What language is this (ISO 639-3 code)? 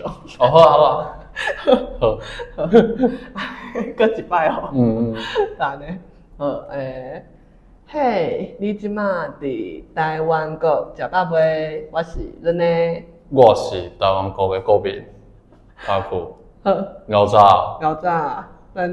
nan